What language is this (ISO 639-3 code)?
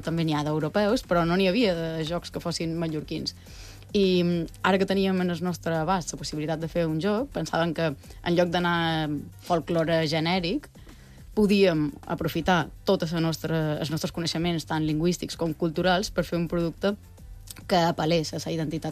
cat